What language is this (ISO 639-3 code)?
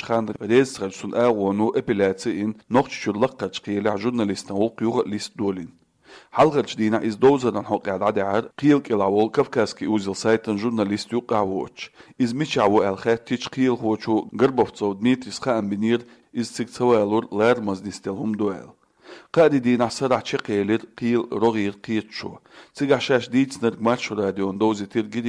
che